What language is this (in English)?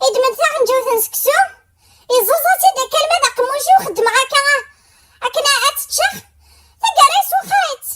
Kabyle